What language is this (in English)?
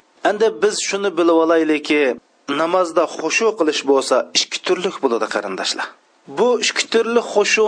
Uyghur